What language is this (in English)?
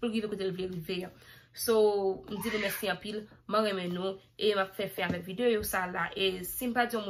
Haitian Creole